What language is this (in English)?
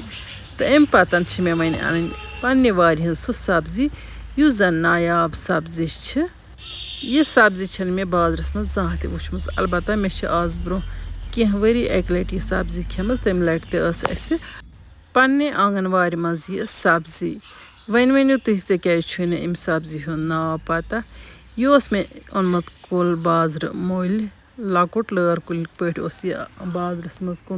Kashmiri